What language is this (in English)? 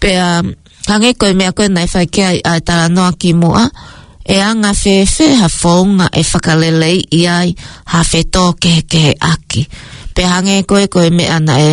Tongan